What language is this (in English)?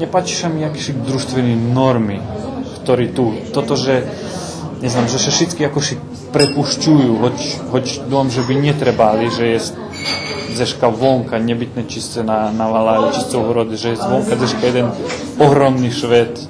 Rusyn